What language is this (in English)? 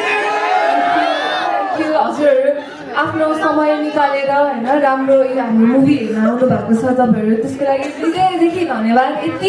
Nepali